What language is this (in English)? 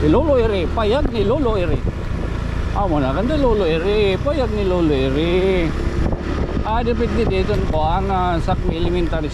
Waray